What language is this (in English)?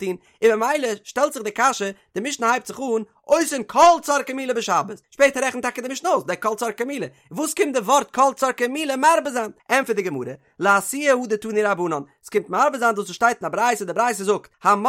Yiddish